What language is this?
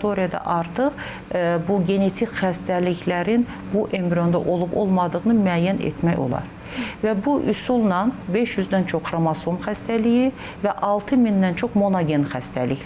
Azerbaijani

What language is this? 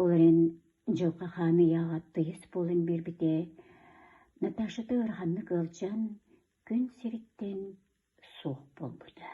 Yakut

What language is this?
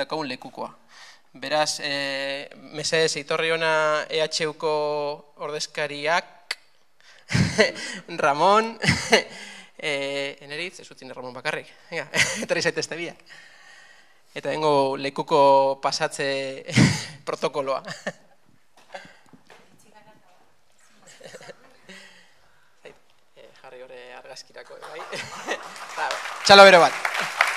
Basque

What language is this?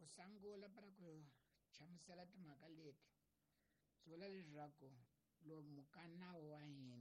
Tsonga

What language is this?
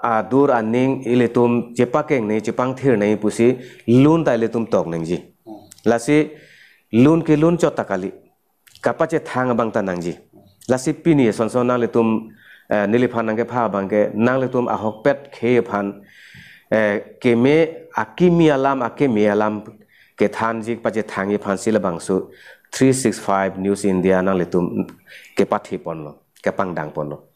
Karbi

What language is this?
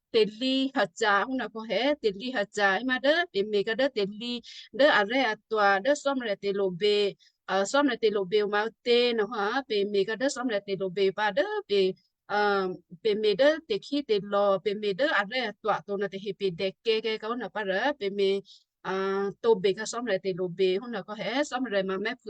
Western Kayah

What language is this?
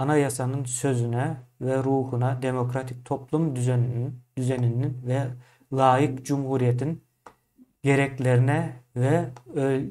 Turkmen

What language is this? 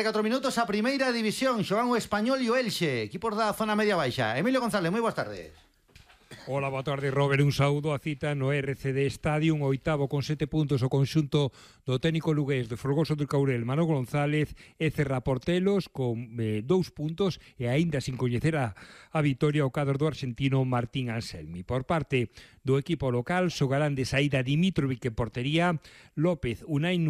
Galician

